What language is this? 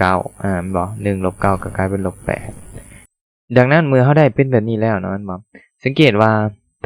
Lao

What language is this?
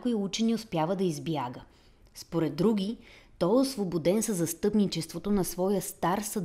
Bulgarian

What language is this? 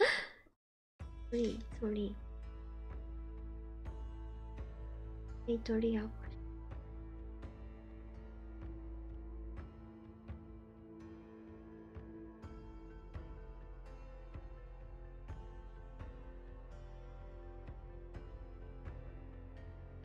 Japanese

